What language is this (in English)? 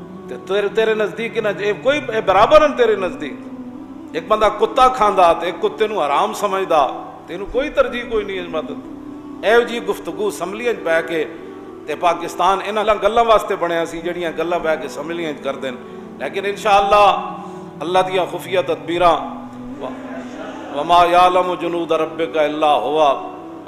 Urdu